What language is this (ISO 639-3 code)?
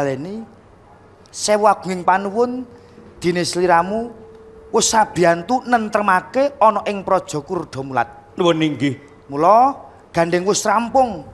jav